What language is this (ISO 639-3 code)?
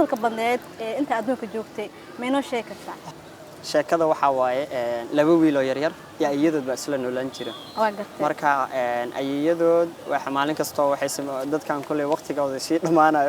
som